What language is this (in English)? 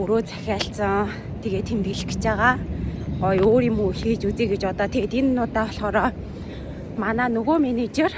Mongolian